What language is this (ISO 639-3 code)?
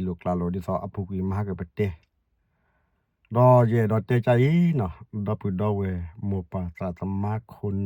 ksw